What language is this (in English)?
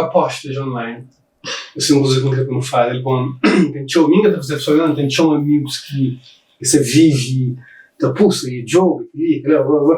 Kabuverdianu